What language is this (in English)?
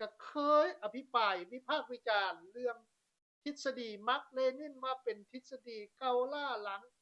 Lao